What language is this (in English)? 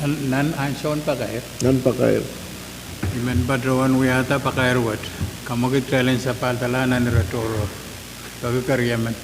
Pohnpeian